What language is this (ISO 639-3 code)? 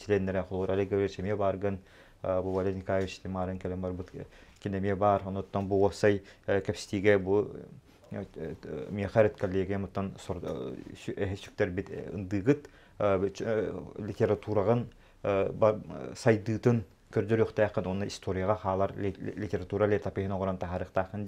sah